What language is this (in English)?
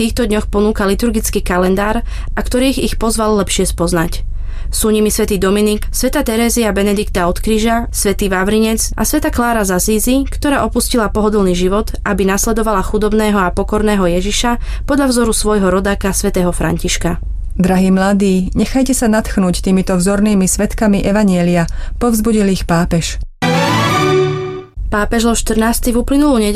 Slovak